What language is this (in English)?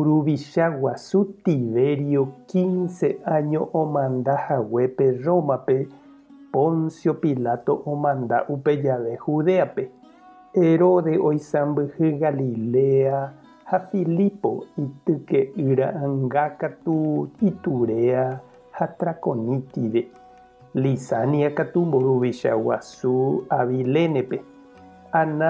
Guarani